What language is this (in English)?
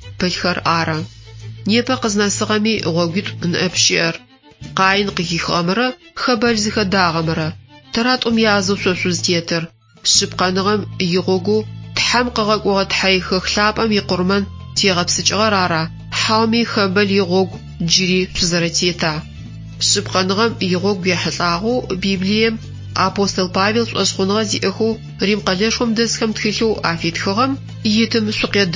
Adyghe